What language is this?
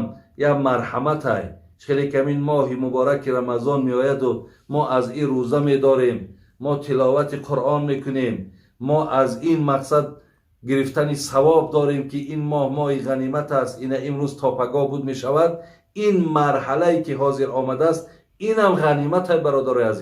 Tajik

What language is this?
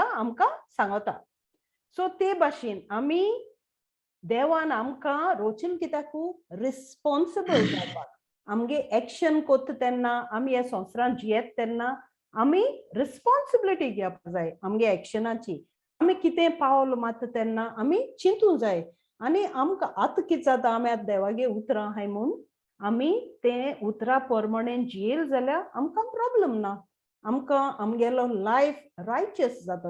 Konkani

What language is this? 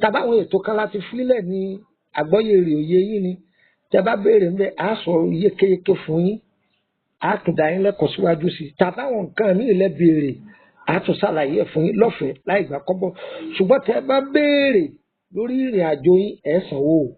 Yoruba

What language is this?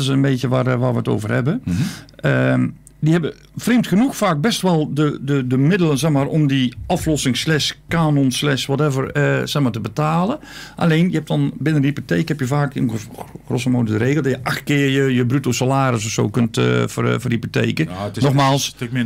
Dutch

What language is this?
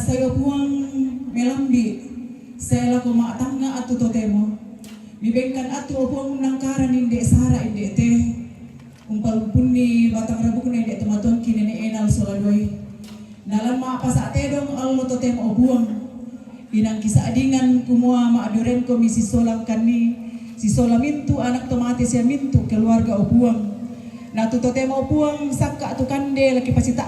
Toraja-Sa'dan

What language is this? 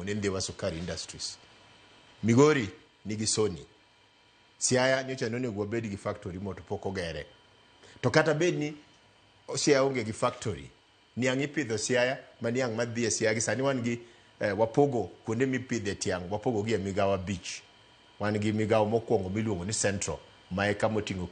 Luo (Kenya and Tanzania)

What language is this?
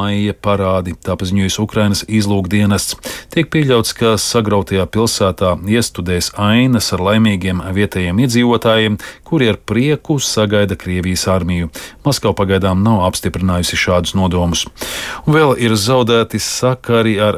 Latvian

